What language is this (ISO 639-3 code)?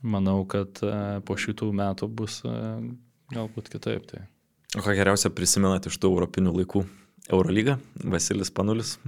lit